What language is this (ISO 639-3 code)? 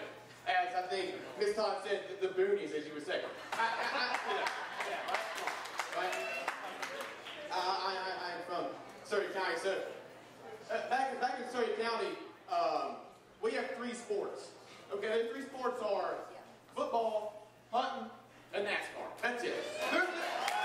eng